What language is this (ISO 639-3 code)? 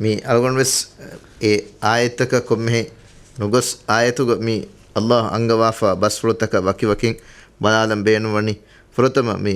div